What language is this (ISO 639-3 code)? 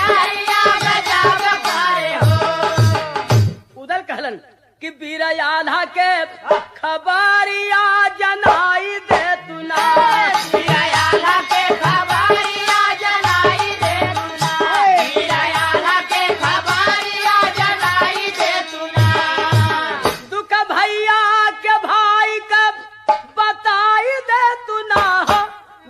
bho